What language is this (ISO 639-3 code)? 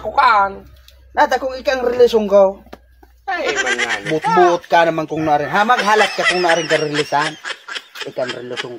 bik